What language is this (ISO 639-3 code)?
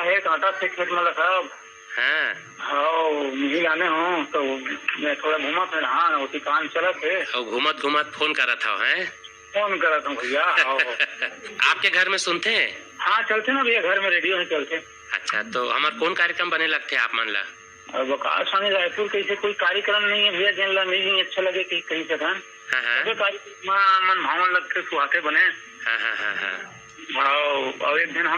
hne